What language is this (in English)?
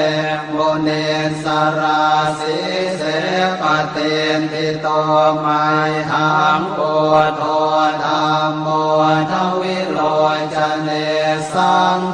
Pali